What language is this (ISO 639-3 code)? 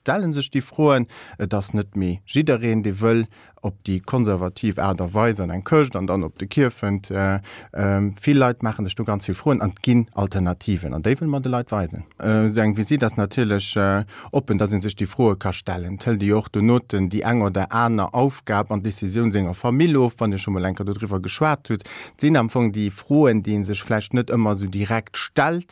ltz